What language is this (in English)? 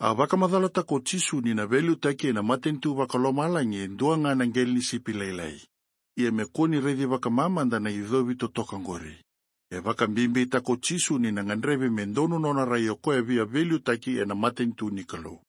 Fijian